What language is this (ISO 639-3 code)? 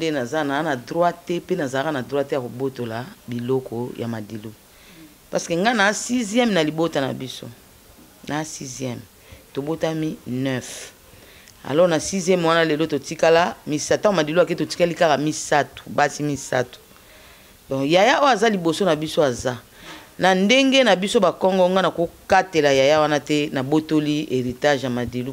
lin